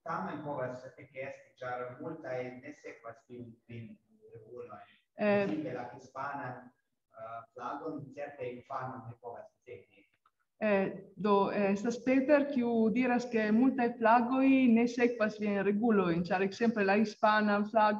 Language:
Esperanto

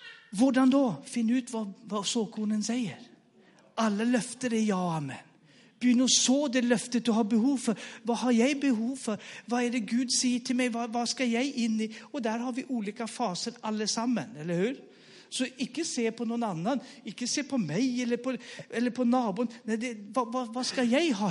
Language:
Norwegian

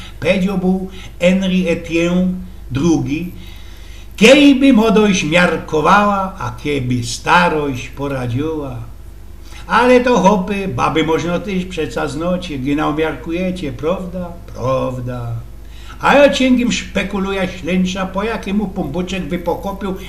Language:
Silesian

